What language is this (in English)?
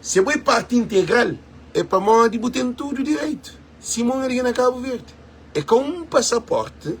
Kabuverdianu